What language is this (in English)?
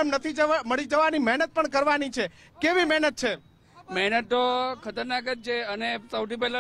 Gujarati